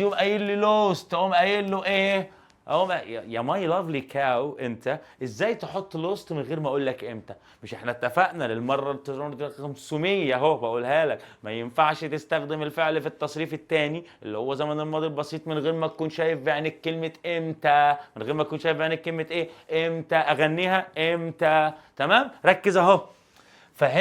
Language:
Egyptian Arabic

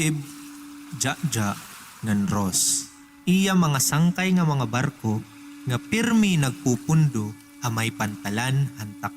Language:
Waray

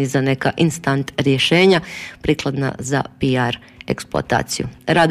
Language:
Croatian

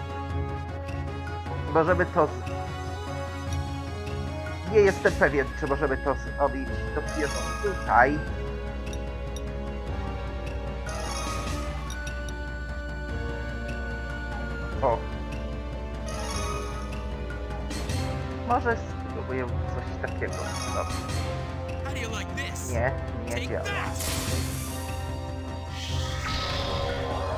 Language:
Polish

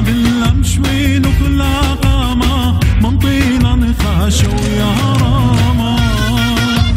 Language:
Assyrian Neo-Aramaic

